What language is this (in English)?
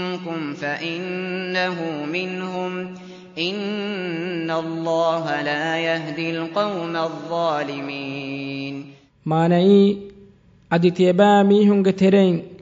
Divehi